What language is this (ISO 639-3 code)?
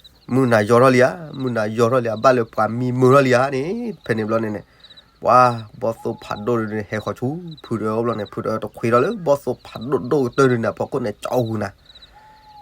ksw